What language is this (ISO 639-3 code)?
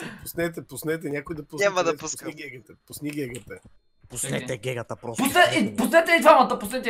bul